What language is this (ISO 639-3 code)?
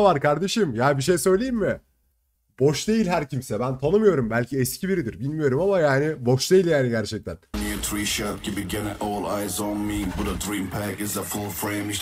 tur